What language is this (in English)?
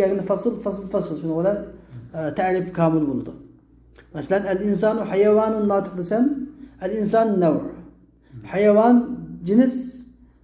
Uyghur